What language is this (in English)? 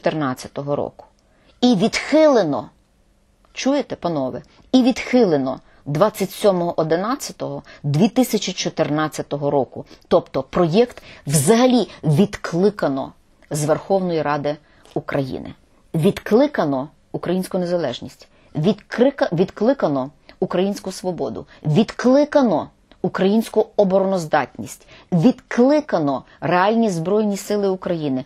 Ukrainian